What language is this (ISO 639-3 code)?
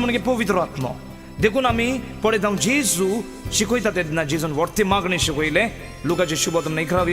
kok